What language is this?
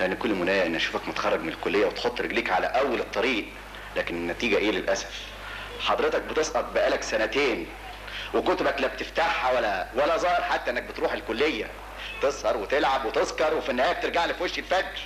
Egyptian Arabic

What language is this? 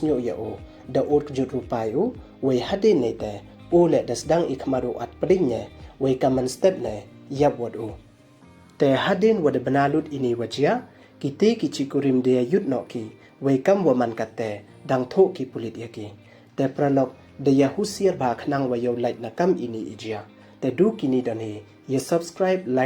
Pnar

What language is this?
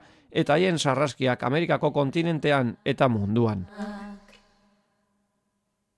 Basque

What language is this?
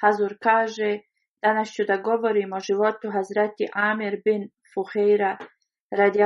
Bosnian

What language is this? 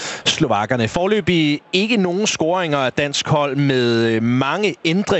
Danish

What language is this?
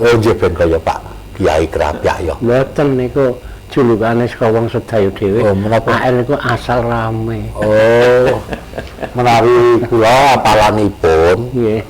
Javanese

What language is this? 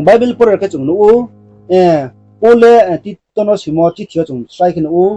Riang (India)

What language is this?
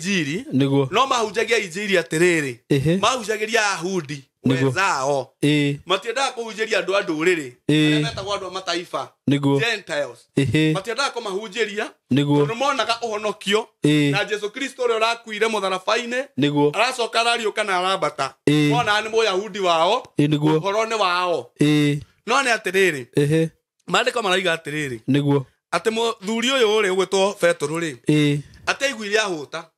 Kikuyu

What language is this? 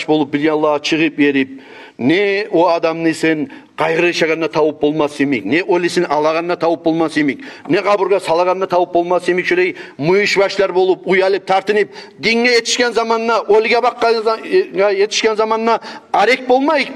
Kumyk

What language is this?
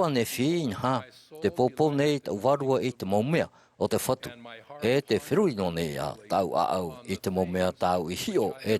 Tahitian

